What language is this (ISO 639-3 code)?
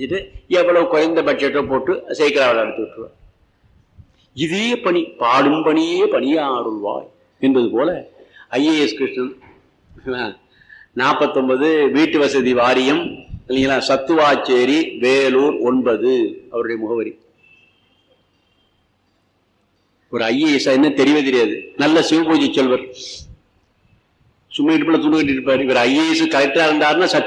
tam